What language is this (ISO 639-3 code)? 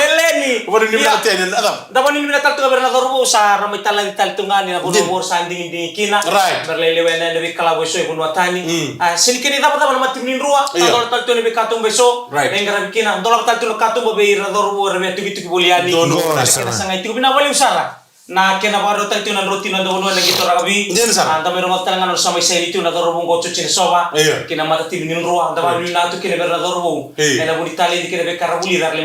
fij